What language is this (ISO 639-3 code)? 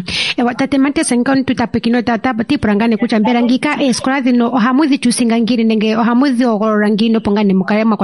kua